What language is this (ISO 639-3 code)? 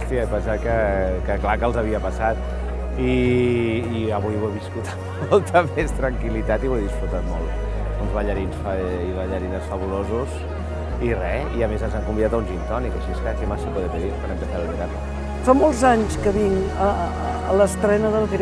cat